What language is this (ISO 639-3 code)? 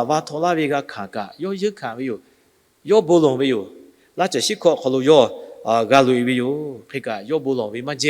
lhu